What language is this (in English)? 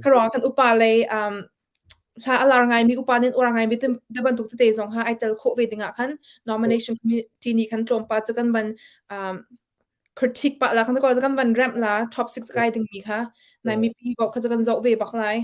Hakha Chin